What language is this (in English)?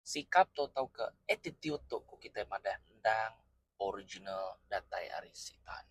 Iban